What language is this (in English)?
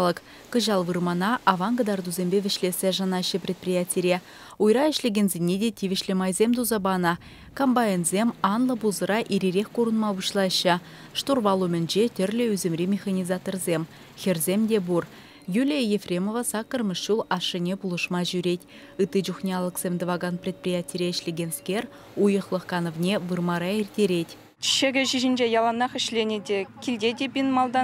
Chuvash